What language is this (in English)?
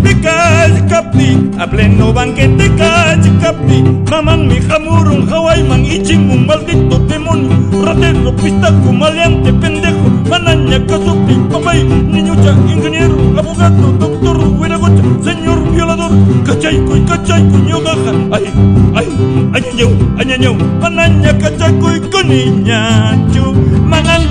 Ayacucho Quechua